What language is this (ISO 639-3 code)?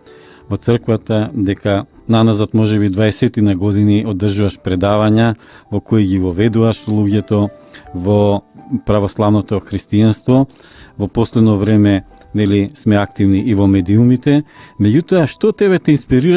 mkd